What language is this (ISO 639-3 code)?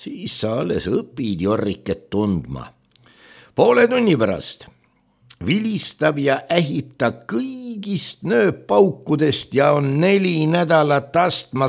est